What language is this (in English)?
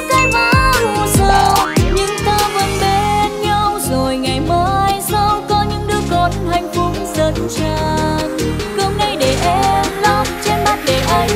Vietnamese